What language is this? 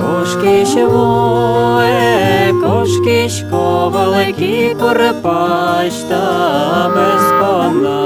Udmurt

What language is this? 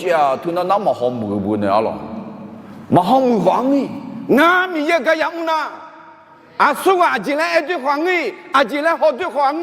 Akha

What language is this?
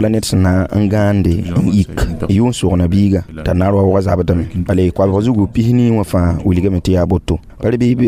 Mossi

